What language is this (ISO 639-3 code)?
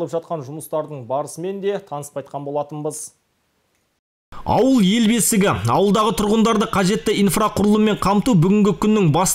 kaz